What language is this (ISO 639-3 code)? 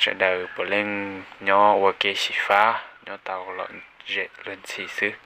hmn